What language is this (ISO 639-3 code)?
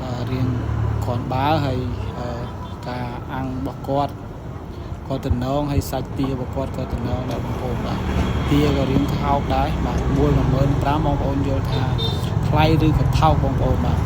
khm